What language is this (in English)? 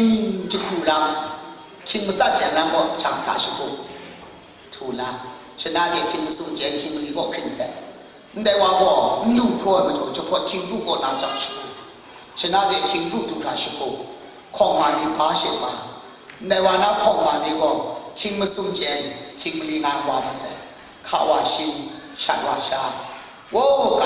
Kachin